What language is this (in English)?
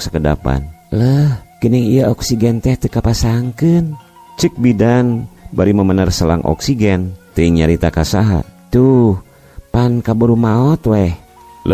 Sundanese